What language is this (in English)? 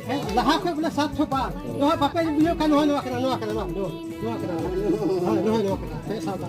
Santali